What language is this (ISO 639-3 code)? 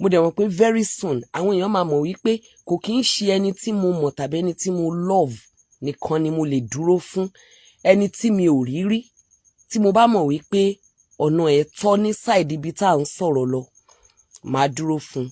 yor